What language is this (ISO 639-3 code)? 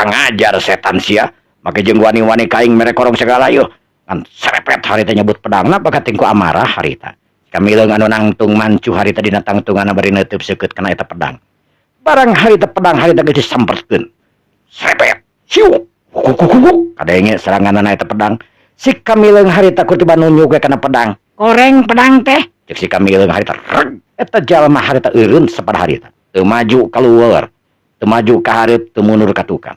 sun